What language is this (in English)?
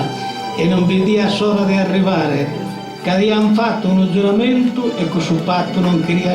Sardinian